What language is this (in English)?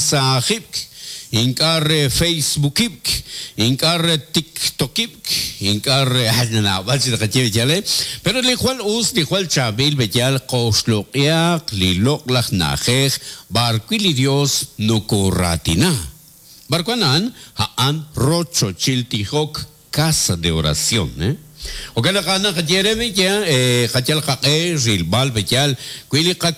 Kekchí